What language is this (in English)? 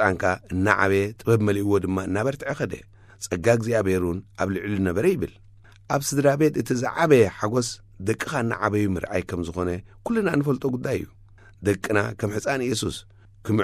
Tigrinya